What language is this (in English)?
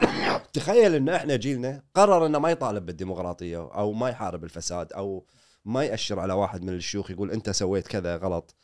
Gulf Arabic